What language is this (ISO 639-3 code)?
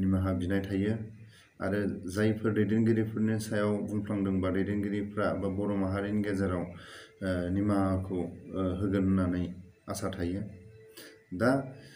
brx